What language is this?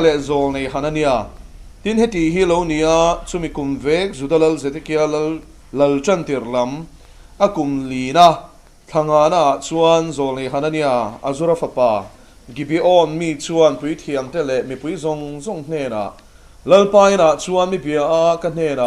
Mizo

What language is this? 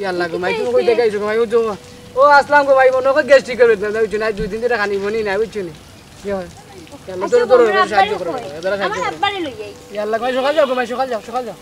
Sylheti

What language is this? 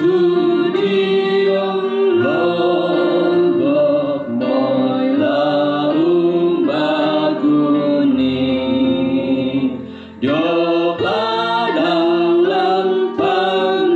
Toraja-Sa'dan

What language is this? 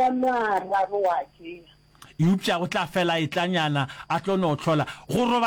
Northern Sotho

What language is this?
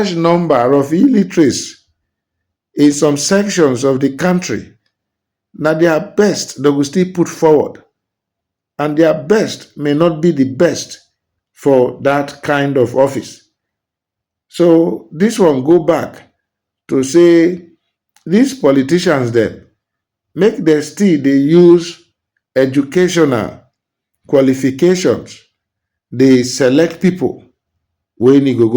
Nigerian Pidgin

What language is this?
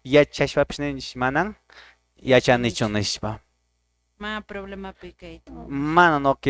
Quechua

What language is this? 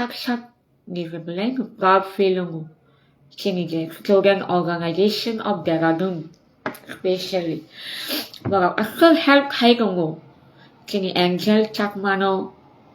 Kok Borok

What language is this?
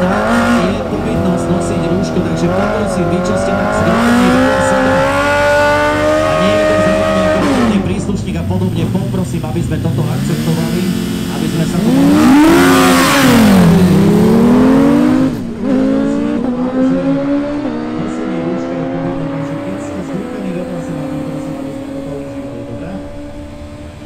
Slovak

